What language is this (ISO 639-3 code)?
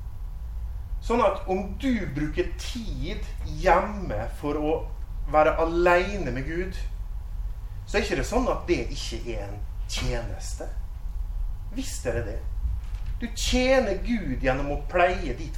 nor